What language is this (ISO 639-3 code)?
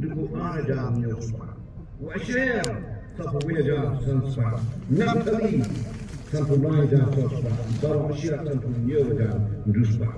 kha